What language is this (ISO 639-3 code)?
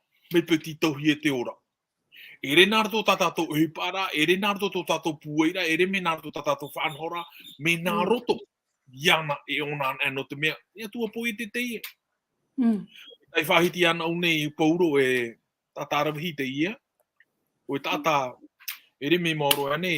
tah